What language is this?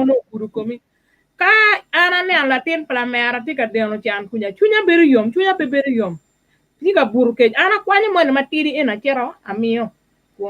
Acoli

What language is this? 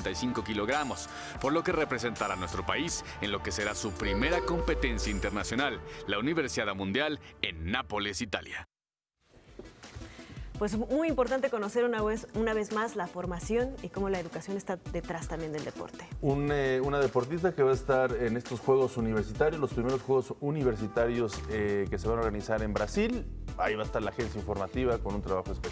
Spanish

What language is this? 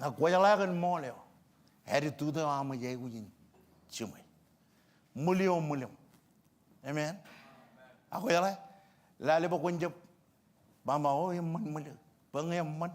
Marshallese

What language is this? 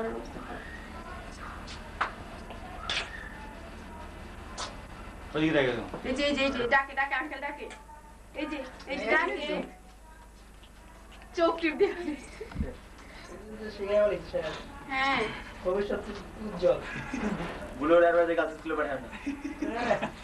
Bangla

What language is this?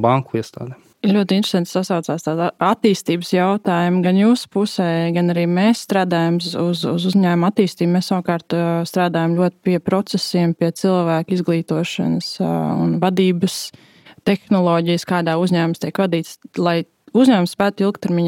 Latvian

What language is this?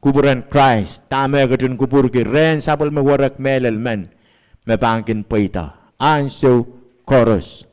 Pohnpeian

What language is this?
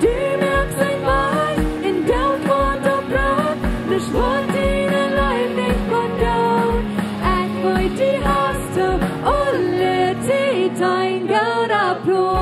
Plautdietsch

